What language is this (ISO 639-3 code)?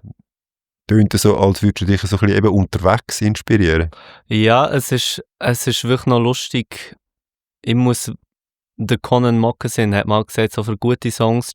gsw